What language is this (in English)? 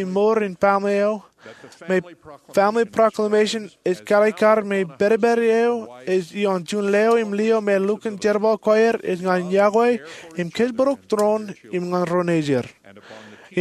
Marshallese